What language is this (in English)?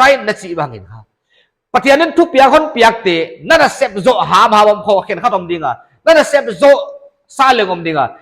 Paite Chin